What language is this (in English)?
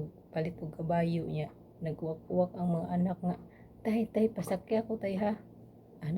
Cebuano